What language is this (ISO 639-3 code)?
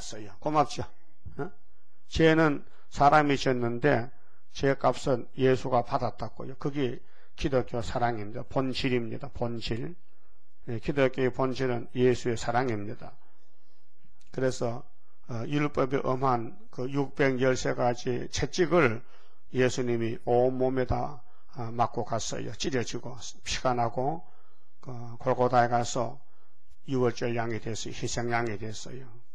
kor